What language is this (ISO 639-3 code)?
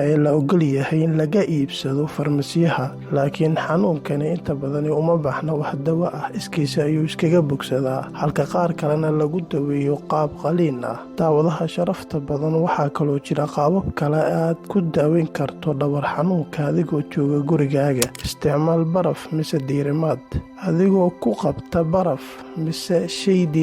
som